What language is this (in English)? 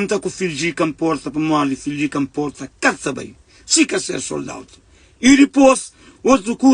Kabuverdianu